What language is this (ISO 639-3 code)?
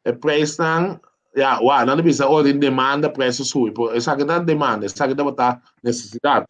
pap